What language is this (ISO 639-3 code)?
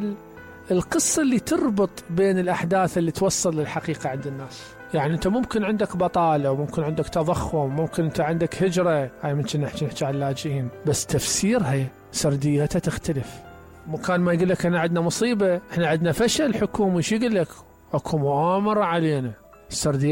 acm